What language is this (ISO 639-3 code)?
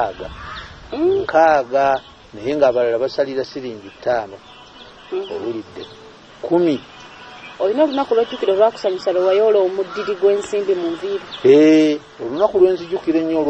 lug